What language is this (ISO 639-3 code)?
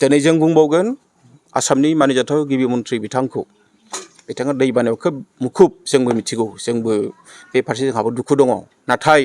brx